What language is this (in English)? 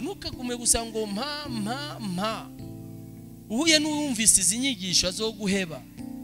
Rundi